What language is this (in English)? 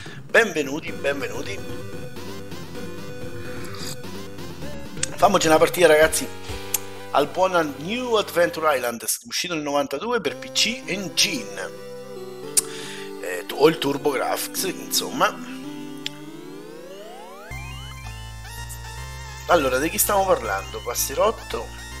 Italian